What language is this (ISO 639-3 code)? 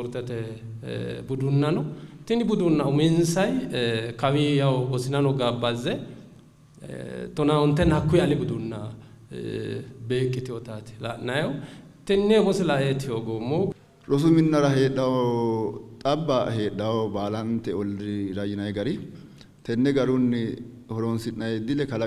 sid